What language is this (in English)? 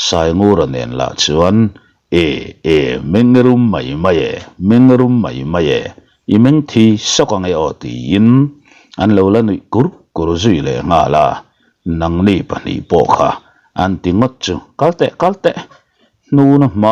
Mizo